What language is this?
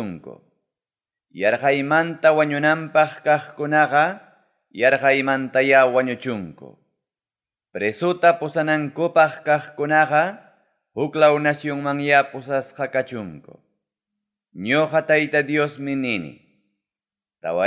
Ayacucho Quechua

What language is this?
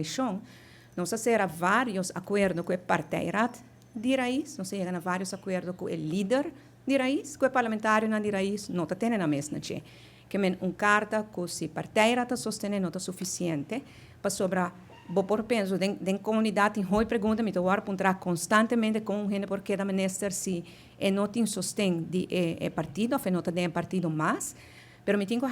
Papiamento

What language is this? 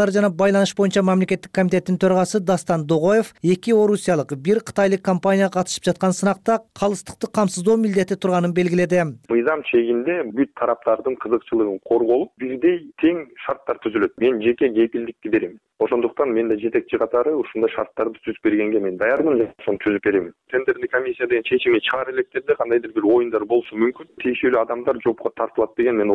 Kyrgyz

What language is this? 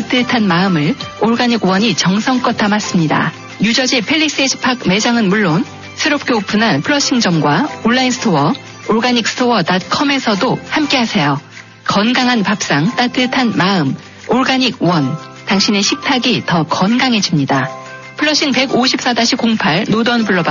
Korean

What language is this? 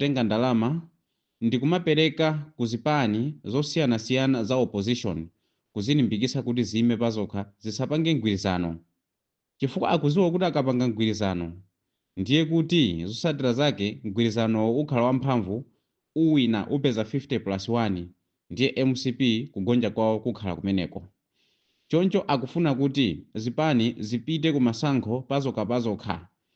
Nyanja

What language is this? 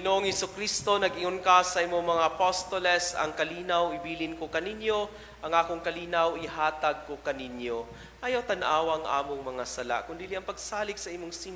Cebuano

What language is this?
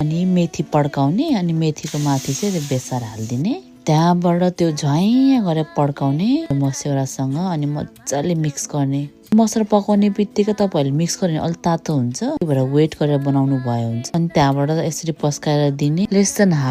Nepali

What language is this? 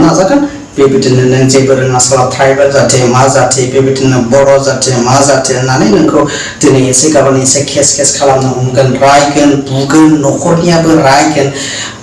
Bodo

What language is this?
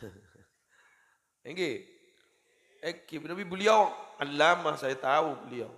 Madurese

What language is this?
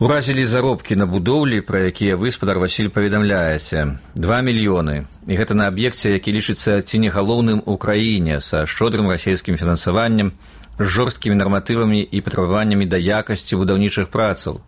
Belarusian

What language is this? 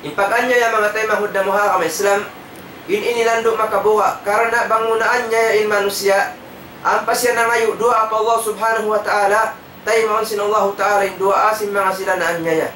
Tausug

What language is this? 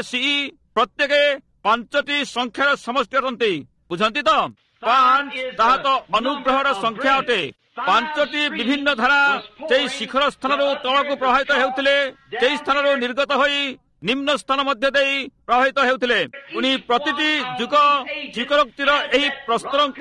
Odia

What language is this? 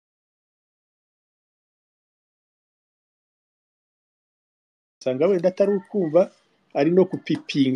Kinyarwanda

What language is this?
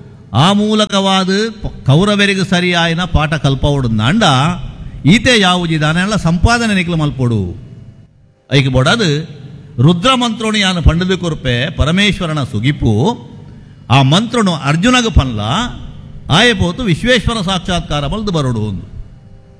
Tulu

